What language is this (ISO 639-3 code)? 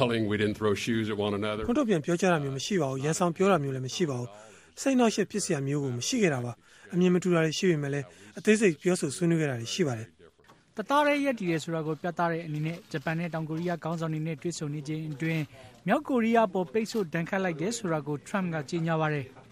mya